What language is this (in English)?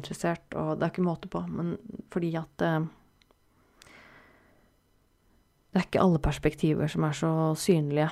Norwegian